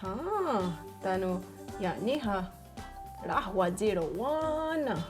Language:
Mohawk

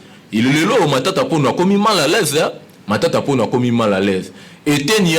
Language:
Lingala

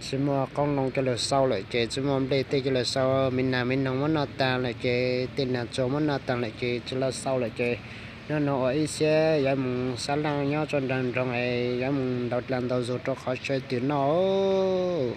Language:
Hmong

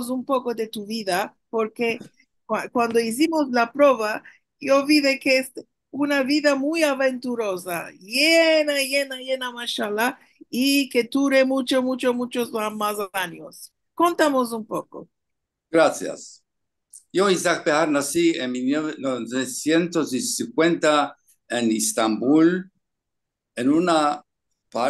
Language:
Ladino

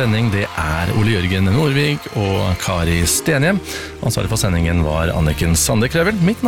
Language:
Norwegian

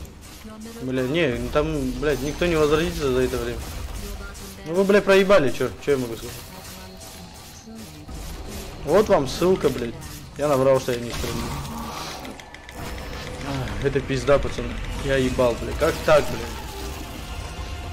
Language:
Russian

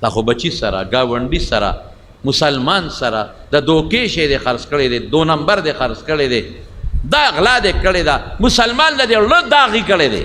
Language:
Pashto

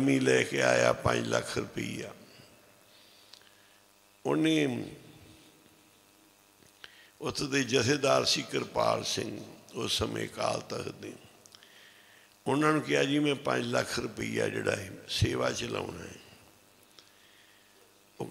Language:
Punjabi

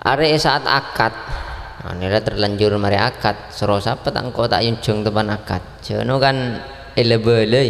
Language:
Madurese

